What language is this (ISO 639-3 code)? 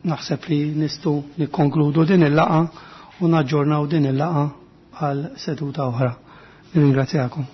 mlt